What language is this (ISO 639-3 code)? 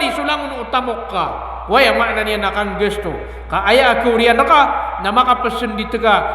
mrw